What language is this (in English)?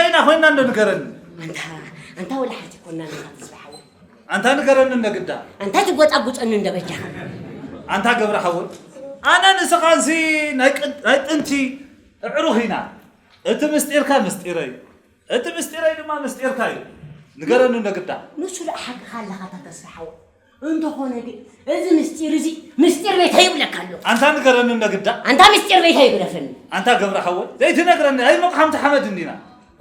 Tigrinya